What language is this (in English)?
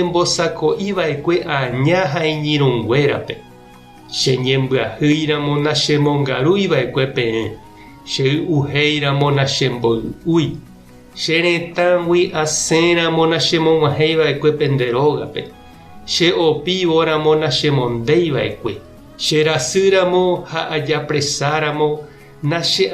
Guarani